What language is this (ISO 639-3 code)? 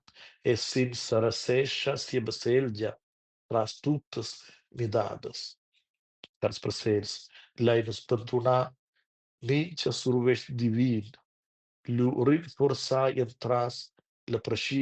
roh